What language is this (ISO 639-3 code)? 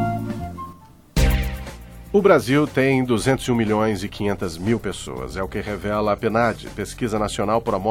por